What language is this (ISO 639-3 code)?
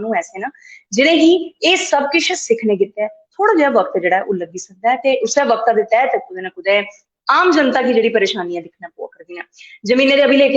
doi